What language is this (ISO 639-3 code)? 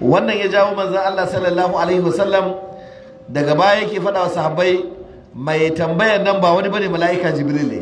hau